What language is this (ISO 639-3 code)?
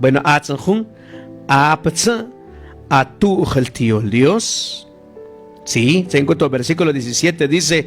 mam